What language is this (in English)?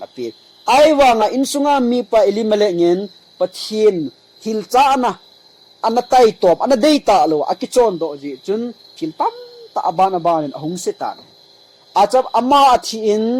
Thado Chin